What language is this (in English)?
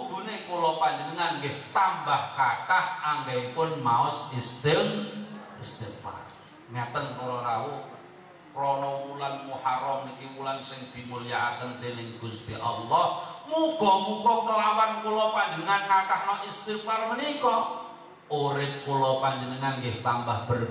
Javanese